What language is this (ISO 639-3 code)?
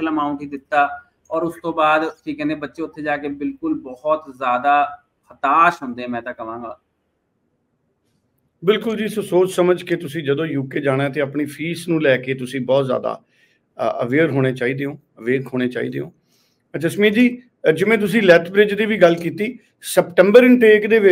pan